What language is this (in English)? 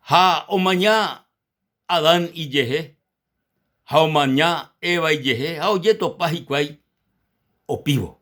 Guarani